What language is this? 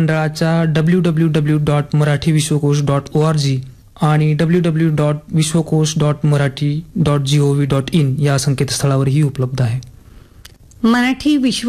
Marathi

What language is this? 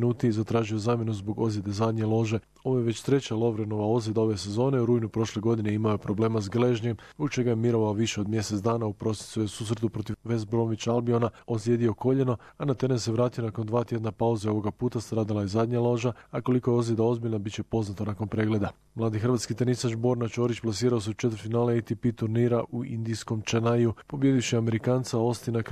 Croatian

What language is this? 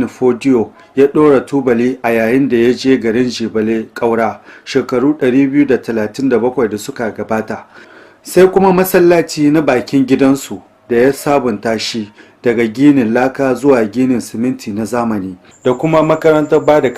Hausa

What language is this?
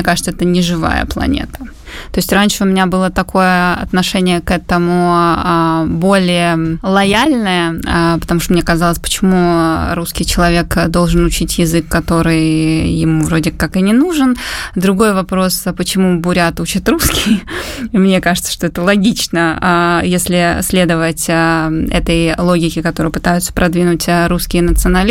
Russian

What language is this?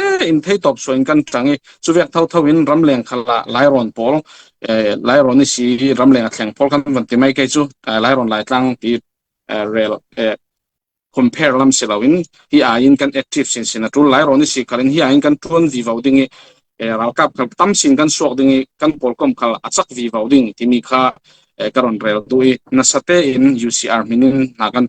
Falam Chin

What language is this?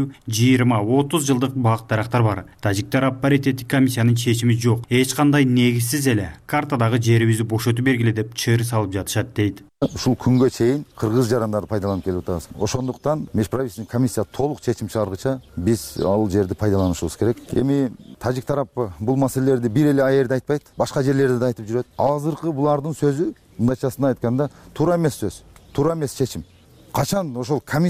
Kyrgyz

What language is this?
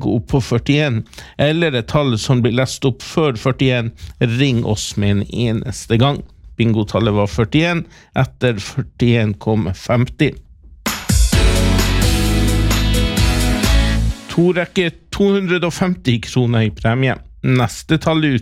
Norwegian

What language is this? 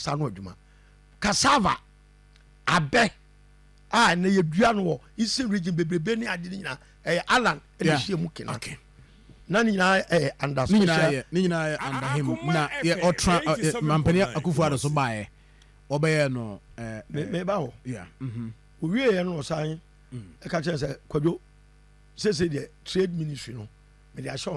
Akan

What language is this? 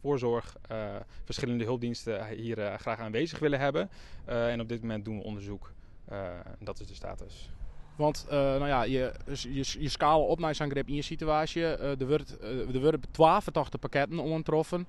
Western Frisian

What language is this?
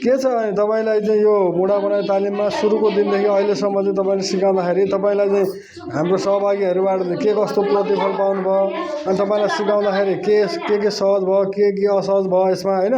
Nepali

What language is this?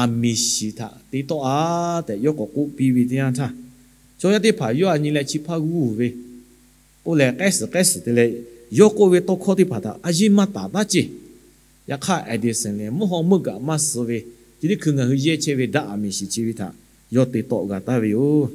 Lahu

